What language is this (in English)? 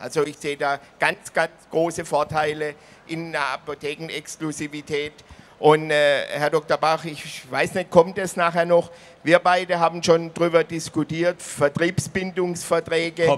German